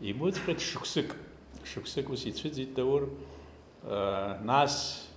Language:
Abkhazian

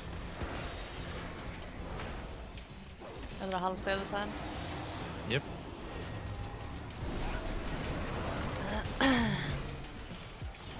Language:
Swedish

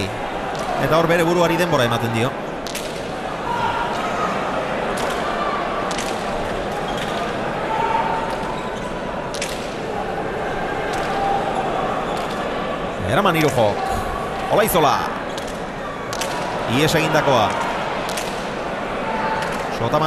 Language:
Basque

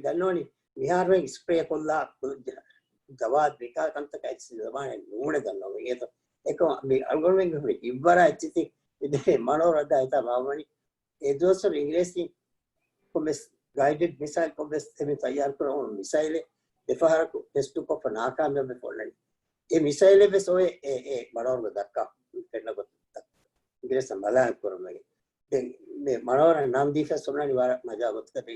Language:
Divehi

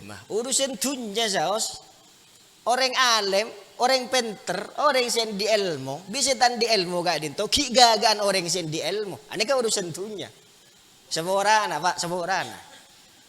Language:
Madurese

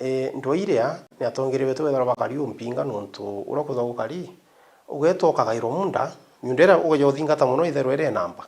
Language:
Meru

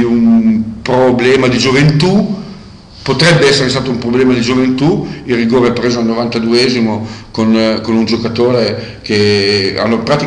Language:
Italian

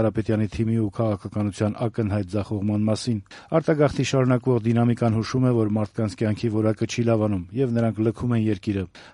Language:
Armenian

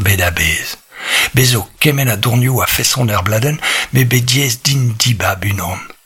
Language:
Breton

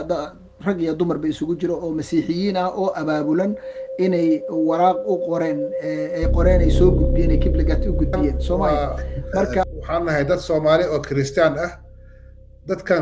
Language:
Somali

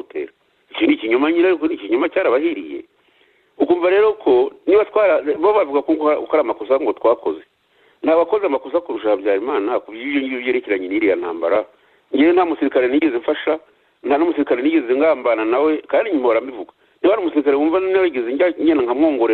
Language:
Kinyarwanda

